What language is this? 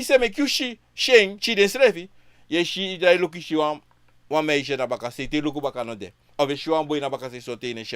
Sranan Tongo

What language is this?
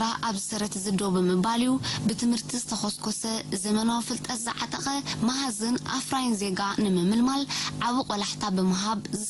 Tigrinya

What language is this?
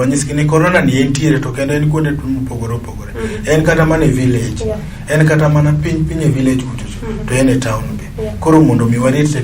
Luo (Kenya and Tanzania)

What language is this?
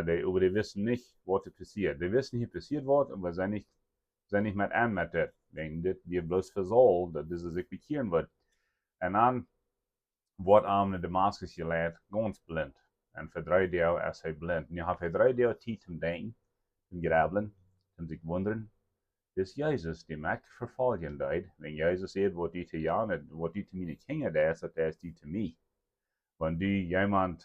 Plautdietsch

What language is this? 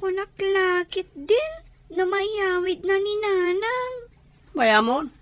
Iloko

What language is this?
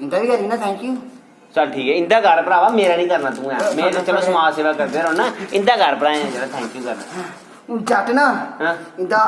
Dogri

